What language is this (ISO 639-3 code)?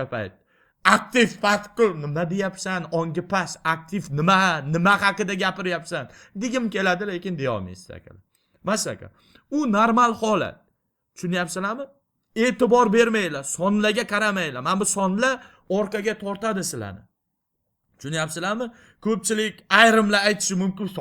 uzb